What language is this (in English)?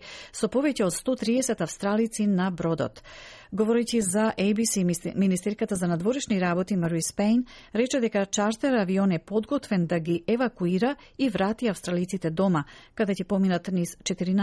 Macedonian